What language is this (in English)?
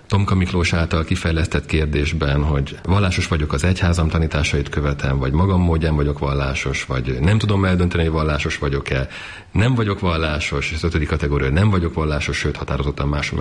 Hungarian